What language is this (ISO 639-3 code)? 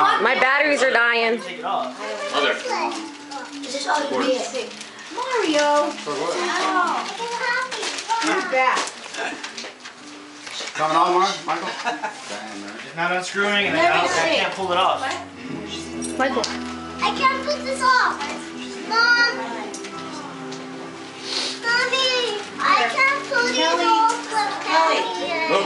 eng